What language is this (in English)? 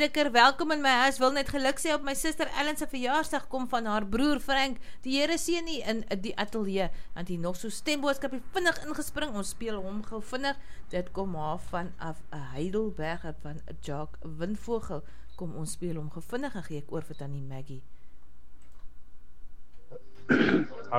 Afrikaans